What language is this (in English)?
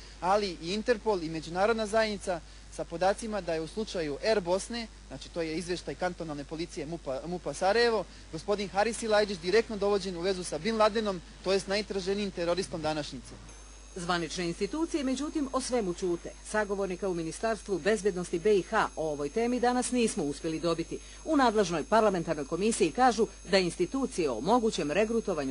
Bosnian